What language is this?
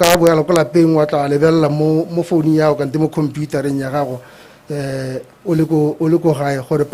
Tswana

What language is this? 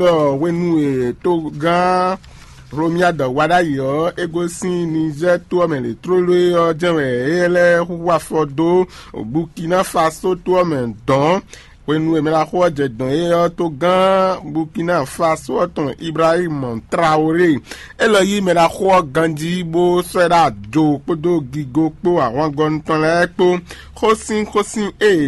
Fon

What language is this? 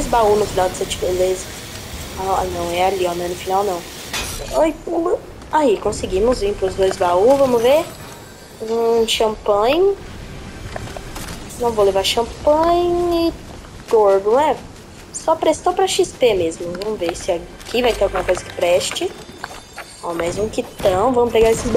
Portuguese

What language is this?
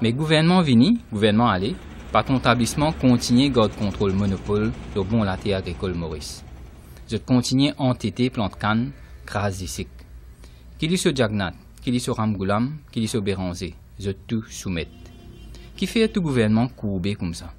Morisyen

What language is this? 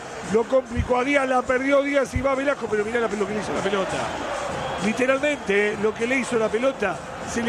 Spanish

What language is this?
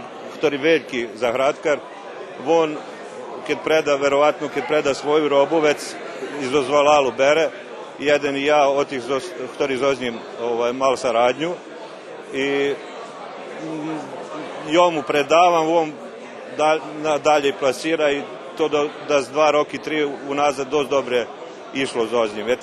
Rusyn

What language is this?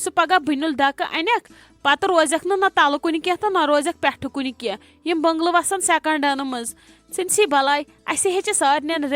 Kashmiri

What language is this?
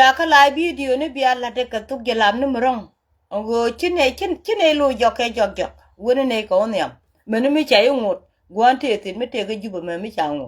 Nuer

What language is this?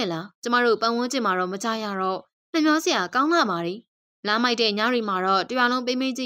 Burmese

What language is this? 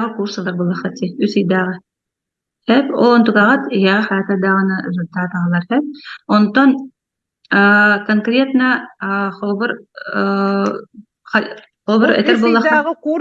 Yakut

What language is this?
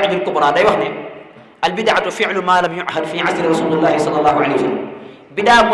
Wolof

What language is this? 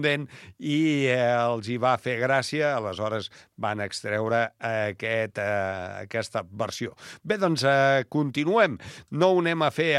Catalan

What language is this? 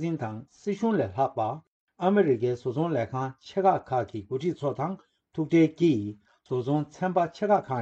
Tibetan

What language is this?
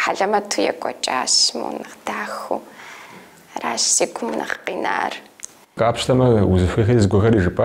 Kabardian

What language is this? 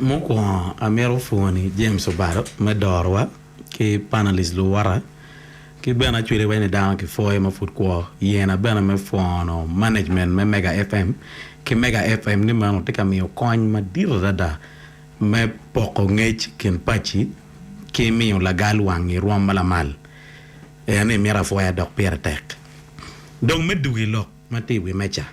Acoli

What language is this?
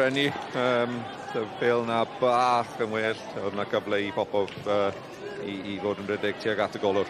Welsh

